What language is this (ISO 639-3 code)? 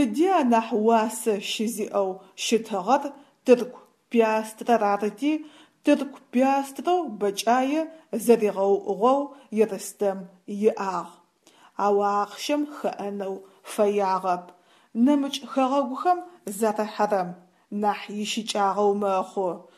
ady